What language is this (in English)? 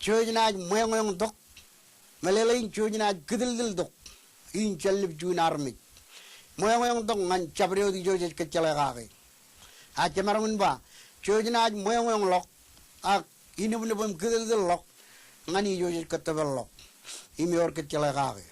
Marshallese